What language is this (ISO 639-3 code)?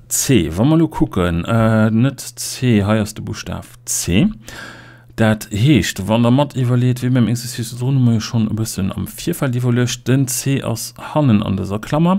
ltz